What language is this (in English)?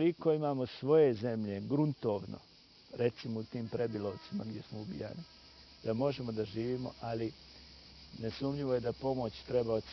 Bosnian